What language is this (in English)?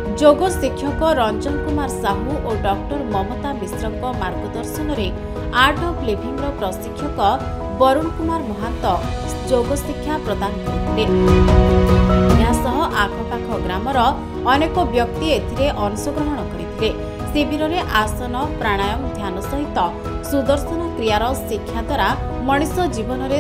Odia